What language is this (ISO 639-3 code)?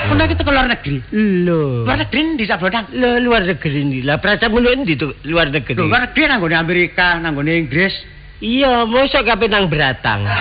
jav